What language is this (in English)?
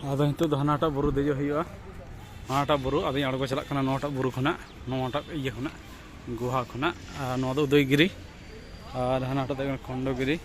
Santali